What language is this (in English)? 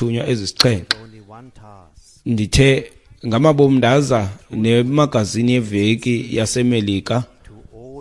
Xhosa